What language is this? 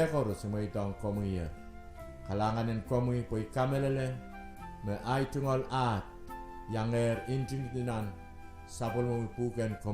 Pohnpeian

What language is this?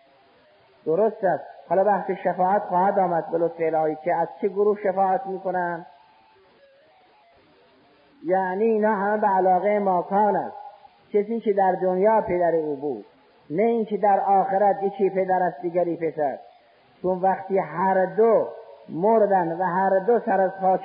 Persian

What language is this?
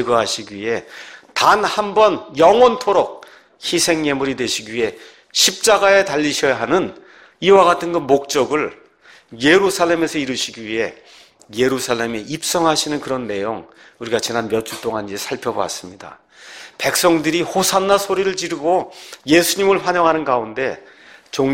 Korean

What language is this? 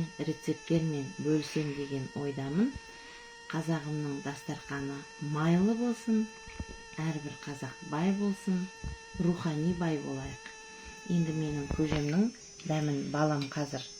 Kazakh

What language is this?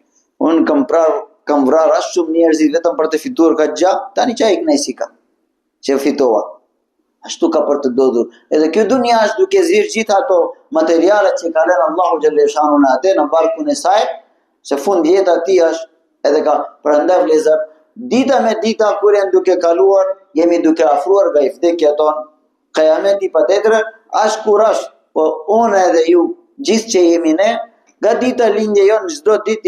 Albanian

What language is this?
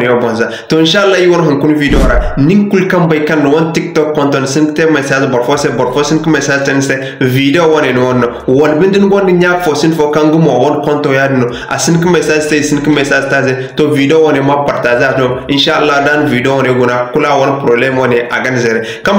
Zarma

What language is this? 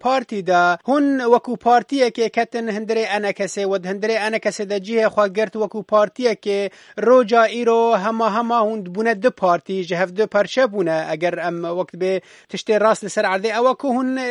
Kurdish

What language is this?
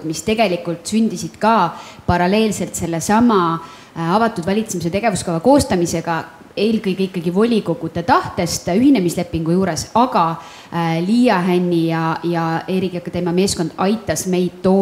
Estonian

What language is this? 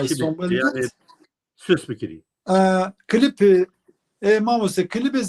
Zaza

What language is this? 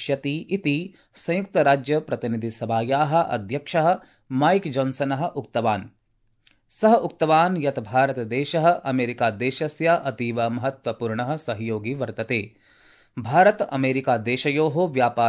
Sanskrit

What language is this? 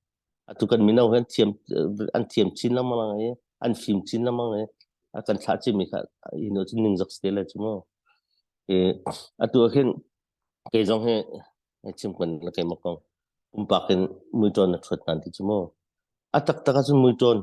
Hakha Chin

